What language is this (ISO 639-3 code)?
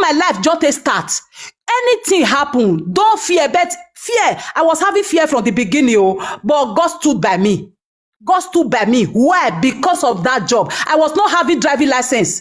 pcm